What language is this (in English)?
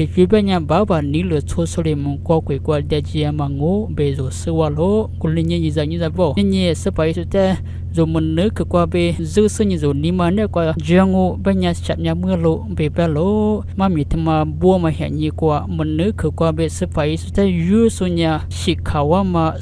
Lisu